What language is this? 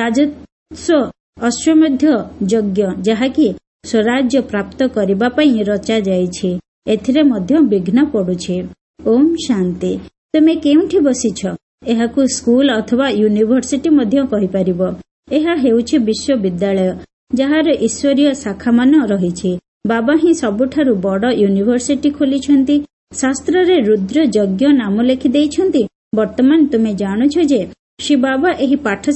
Odia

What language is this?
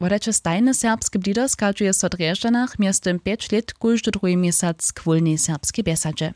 Upper Sorbian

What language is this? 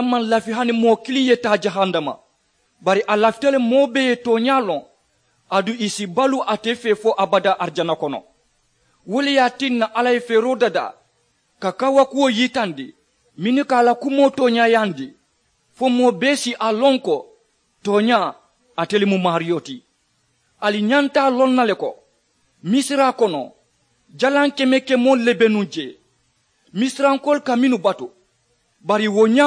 Mandingo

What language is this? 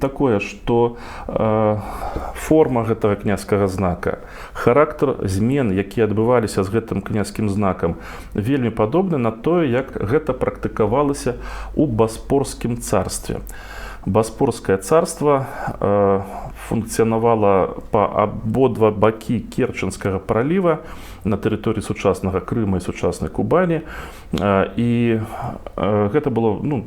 Belarusian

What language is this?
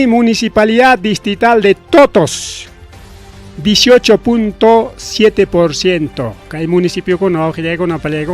Ayacucho Quechua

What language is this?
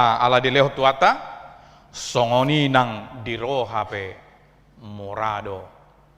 Batak Toba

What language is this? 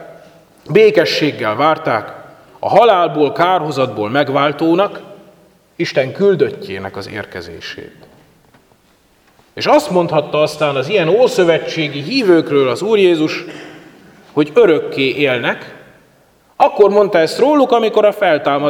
Hungarian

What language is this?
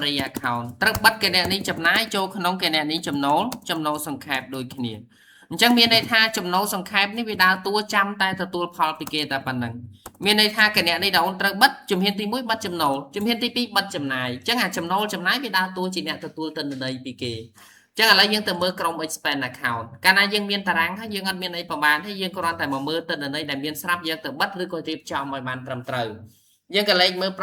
Khmer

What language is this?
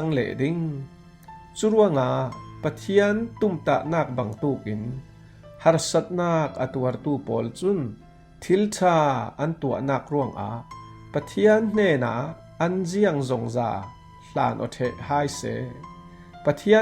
Falam Chin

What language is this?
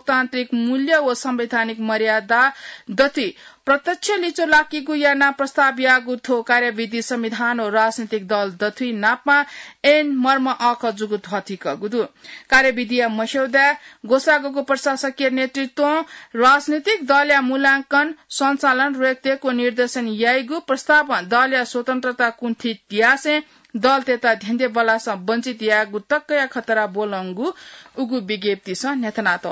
Newari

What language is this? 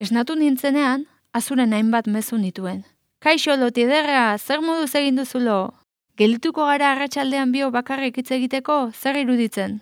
Basque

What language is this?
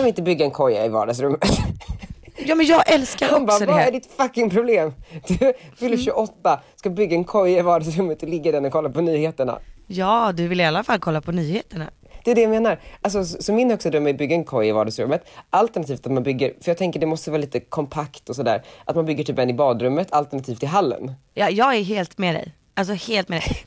Swedish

